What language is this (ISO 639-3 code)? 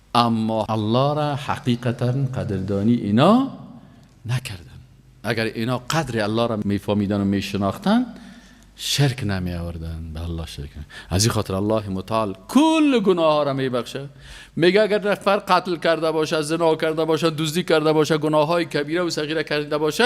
fas